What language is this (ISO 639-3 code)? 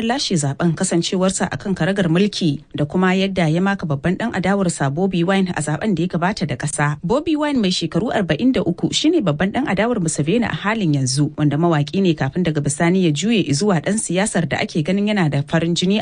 hau